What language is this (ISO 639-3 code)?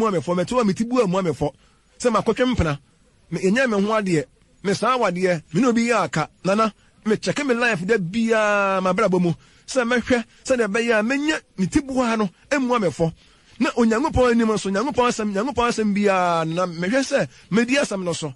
aka